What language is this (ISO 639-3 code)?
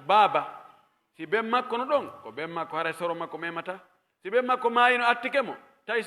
fuf